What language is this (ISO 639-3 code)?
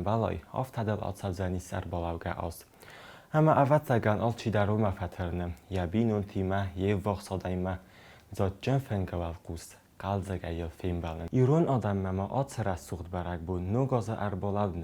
oss